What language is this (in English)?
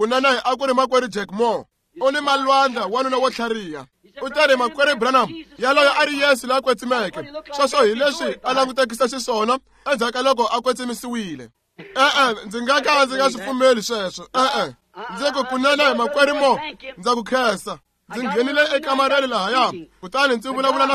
Tsonga